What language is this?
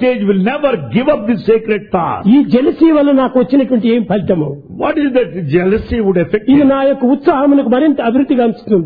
Telugu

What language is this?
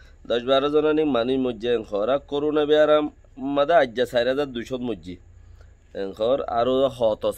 Rohingya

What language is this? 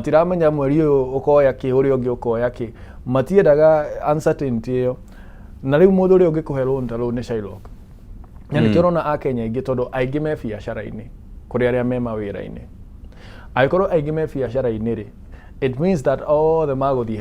Kikuyu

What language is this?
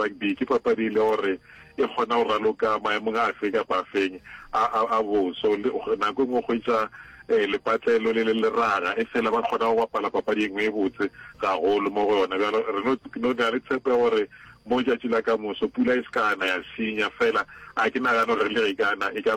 Northern Sotho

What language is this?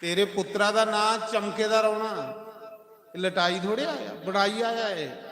Dogri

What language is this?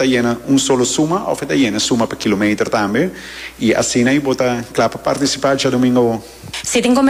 Papiamento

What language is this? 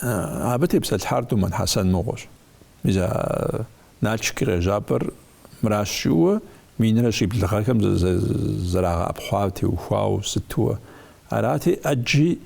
Kabardian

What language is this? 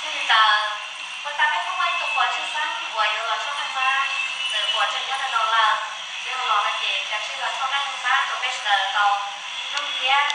Hmong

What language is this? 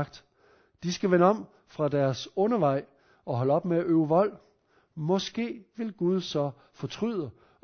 Danish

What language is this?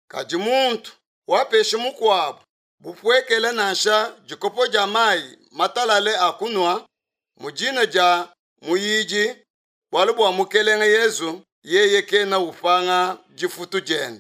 Luba-Lulua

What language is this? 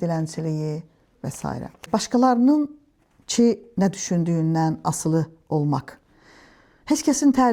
Azerbaijani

